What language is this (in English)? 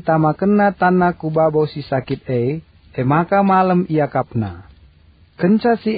Batak Karo